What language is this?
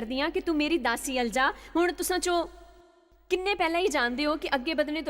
Dogri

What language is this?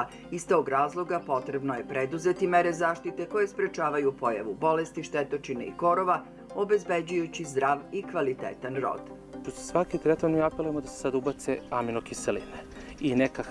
Serbian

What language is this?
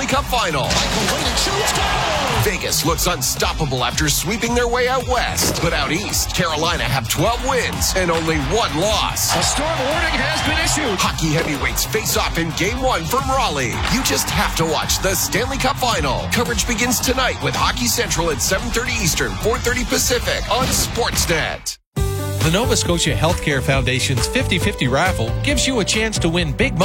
English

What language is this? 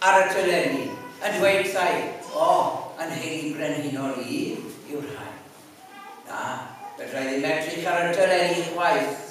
Welsh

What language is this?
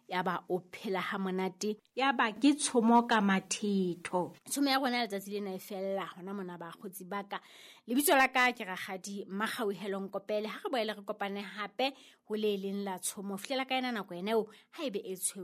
Southern Sotho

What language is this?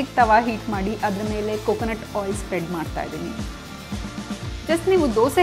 Kannada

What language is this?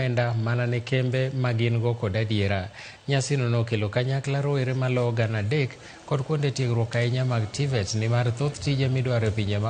Luo (Kenya and Tanzania)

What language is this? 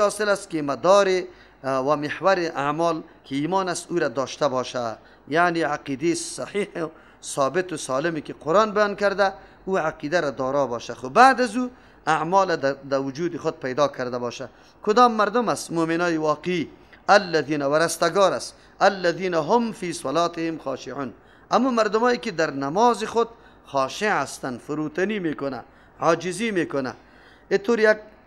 Persian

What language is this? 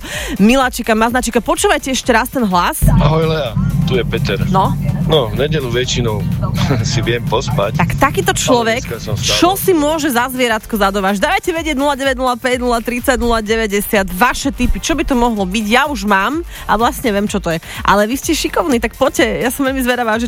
Slovak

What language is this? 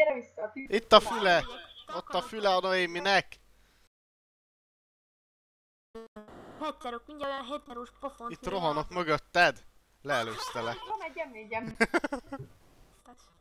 Hungarian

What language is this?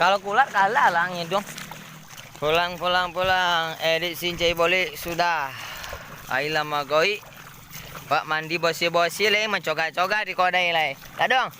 Minangkabau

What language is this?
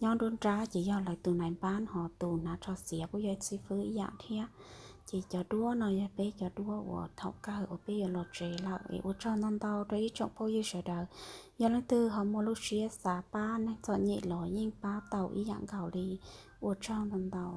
Hmong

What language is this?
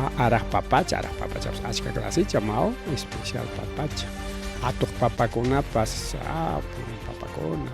Ayacucho Quechua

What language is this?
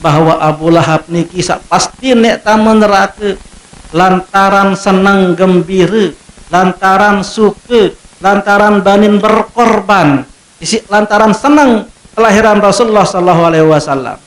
Sasak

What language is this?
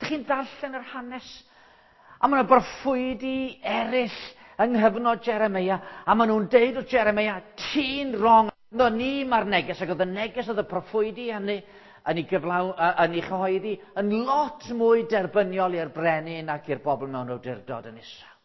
Welsh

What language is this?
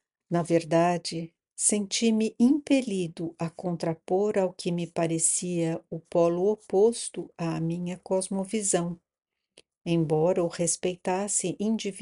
Portuguese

